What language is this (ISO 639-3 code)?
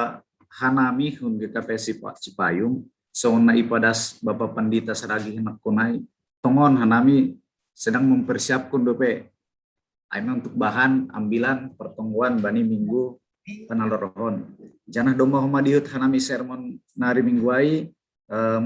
bts